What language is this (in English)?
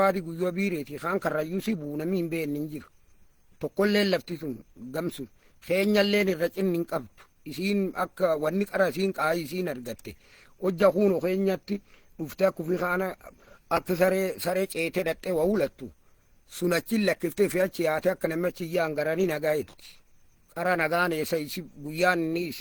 Oromo